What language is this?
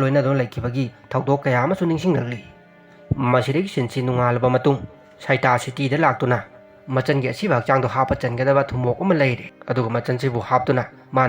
Manipuri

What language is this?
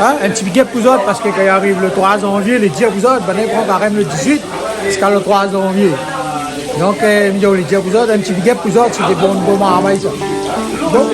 Réunion Creole French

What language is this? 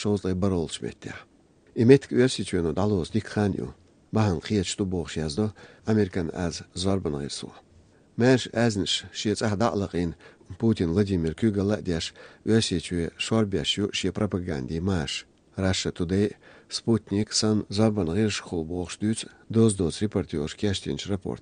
Chechen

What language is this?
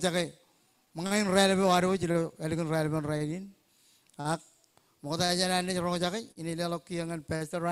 Marshallese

